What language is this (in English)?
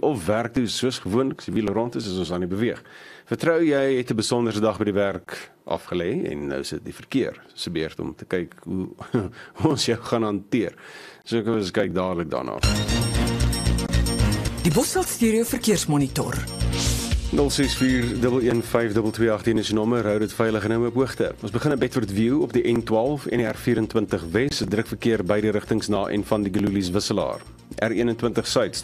Afrikaans